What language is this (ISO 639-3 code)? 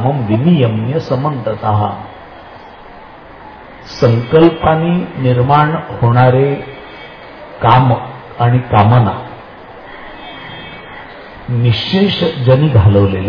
mar